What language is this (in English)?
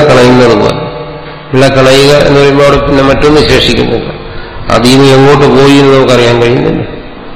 Malayalam